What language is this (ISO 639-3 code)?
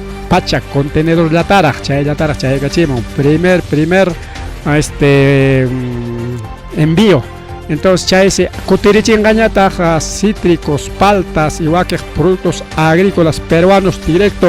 quy